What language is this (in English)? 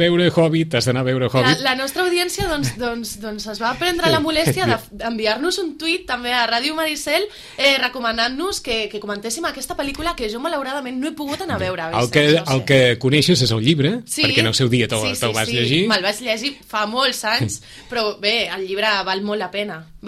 Catalan